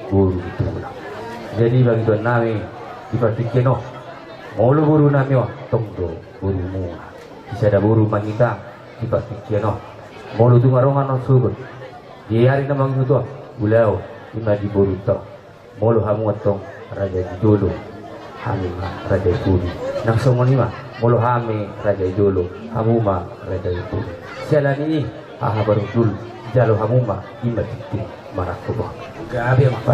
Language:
Batak Toba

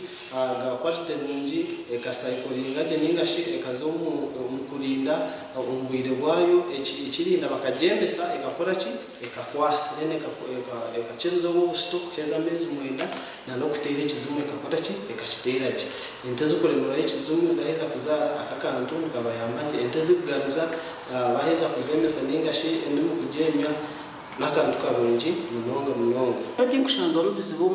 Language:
Nyankole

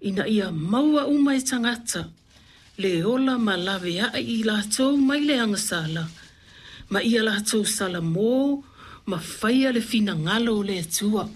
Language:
Samoan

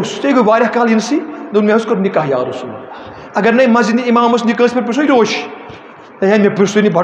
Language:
Kashmiri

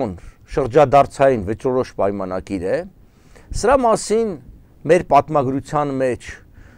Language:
Armenian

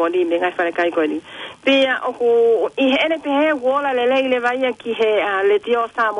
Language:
Tongan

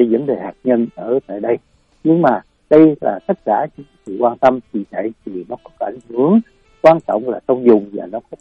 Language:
Vietnamese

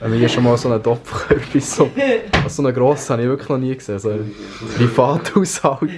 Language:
Swiss German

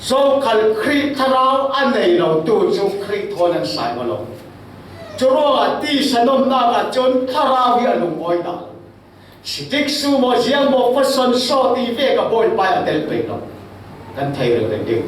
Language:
Falam Chin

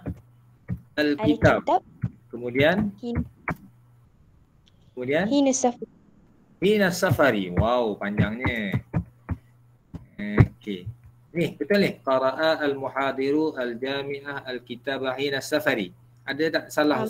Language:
Malay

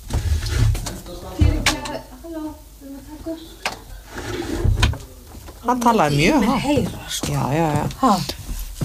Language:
Icelandic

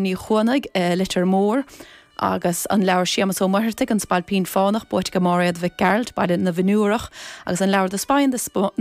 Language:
Irish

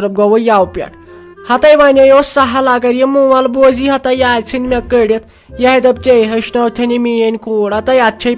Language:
Kashmiri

